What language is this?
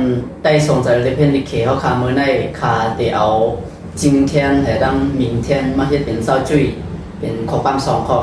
Shan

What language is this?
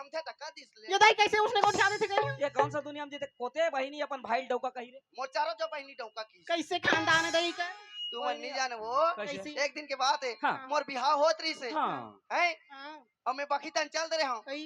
Chhattisgarhi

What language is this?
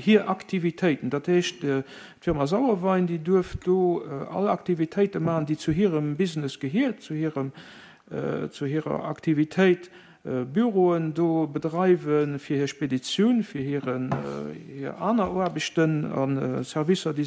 Luxembourgish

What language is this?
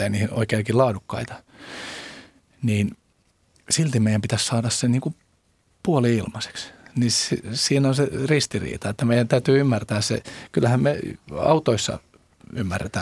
Finnish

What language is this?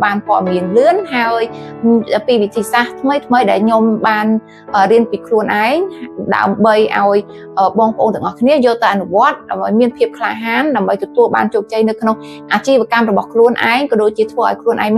Khmer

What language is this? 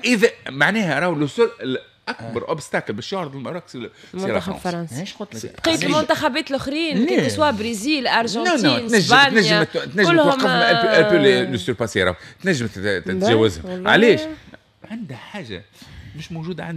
Tunisian Arabic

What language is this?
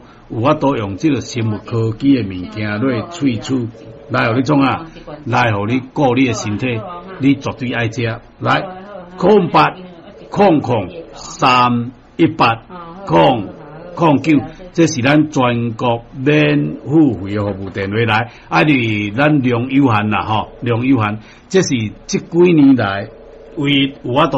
Min Nan Chinese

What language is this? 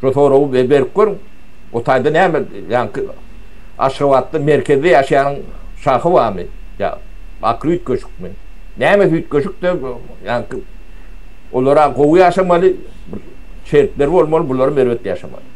Turkmen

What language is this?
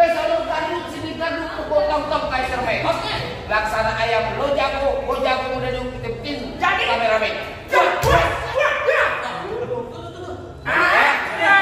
Betawi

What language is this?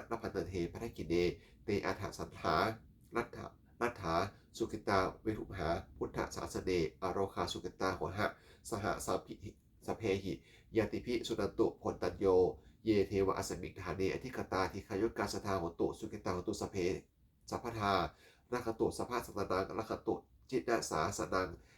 Pali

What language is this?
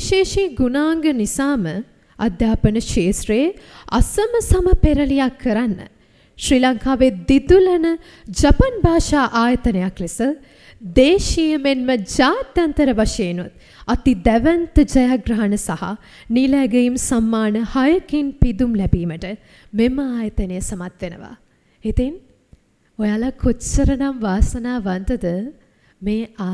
Sinhala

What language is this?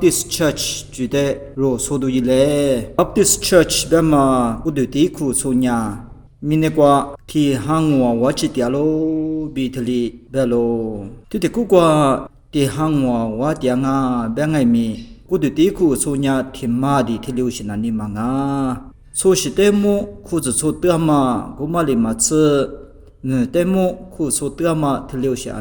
Lisu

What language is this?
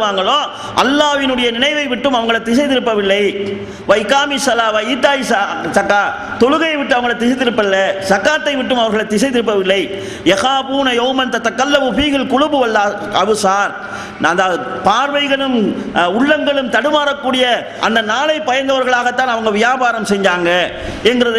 Tamil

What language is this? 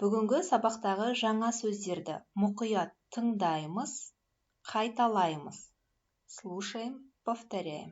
Kazakh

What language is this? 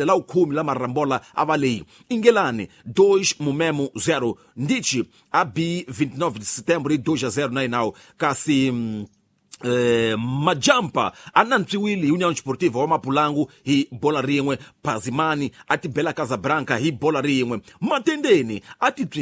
Tsonga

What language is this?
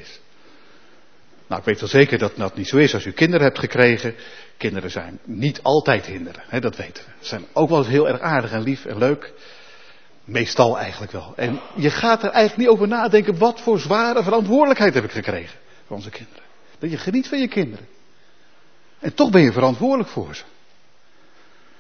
Dutch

